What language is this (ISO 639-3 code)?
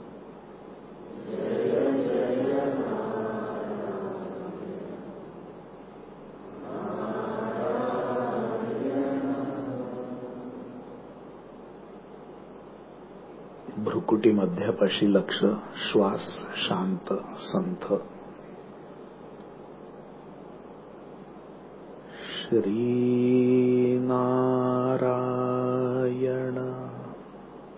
mar